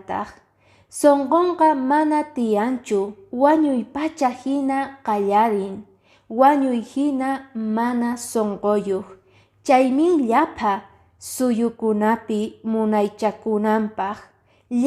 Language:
Quechua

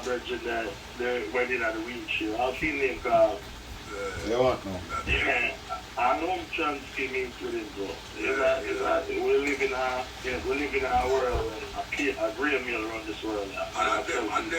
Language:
Jamaican Creole English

